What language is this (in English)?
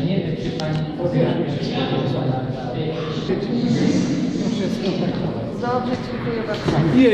Polish